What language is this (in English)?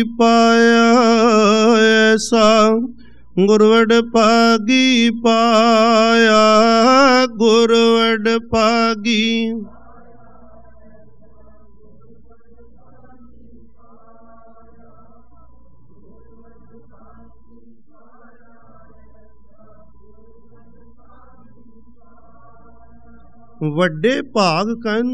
Punjabi